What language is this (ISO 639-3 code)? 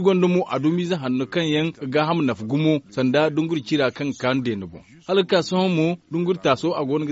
dje